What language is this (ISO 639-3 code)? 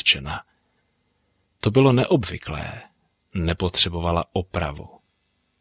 ces